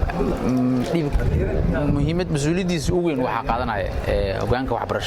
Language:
Somali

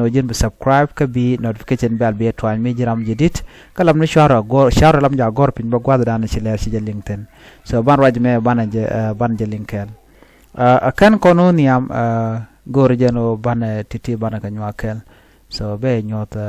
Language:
Nuer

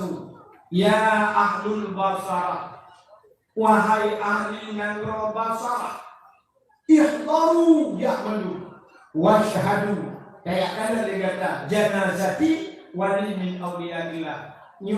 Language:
Achinese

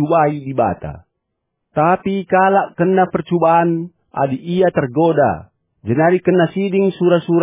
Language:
Batak Karo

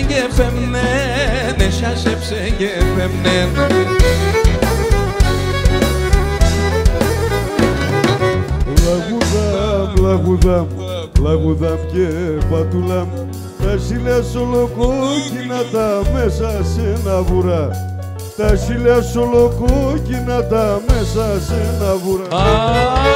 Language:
Greek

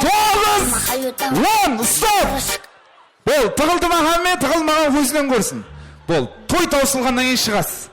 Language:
Kara-Kalpak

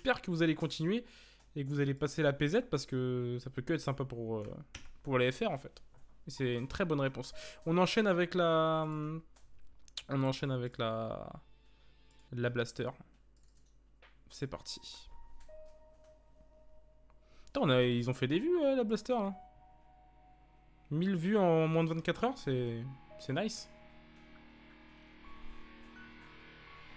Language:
French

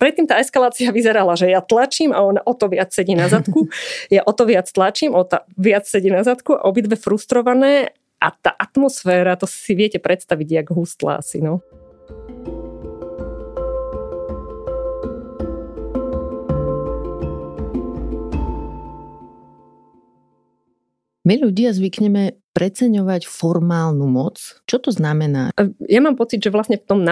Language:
Slovak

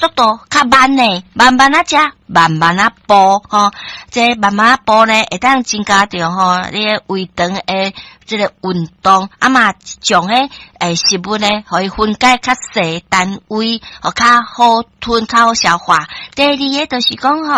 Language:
Min Nan Chinese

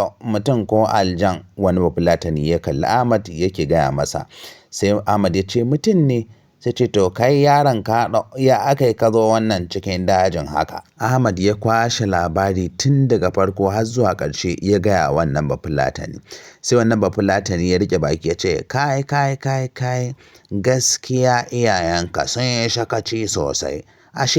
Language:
Hausa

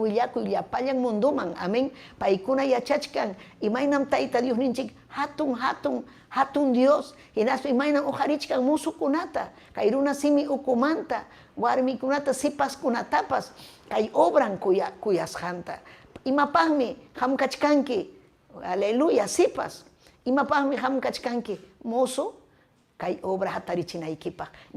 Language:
Ayacucho Quechua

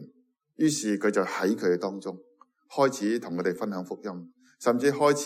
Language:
Cantonese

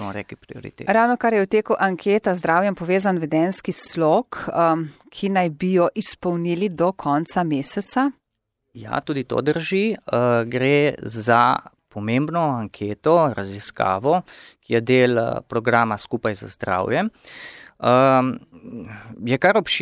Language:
Slovenian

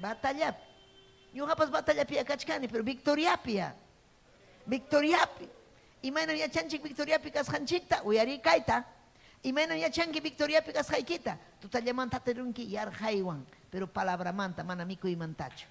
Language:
Ayacucho Quechua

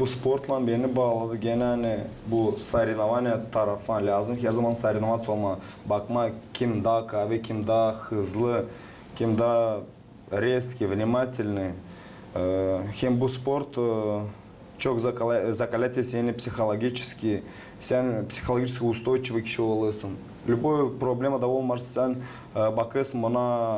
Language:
Gagauz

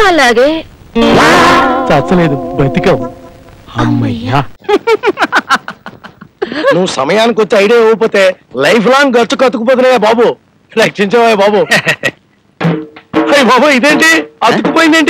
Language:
Telugu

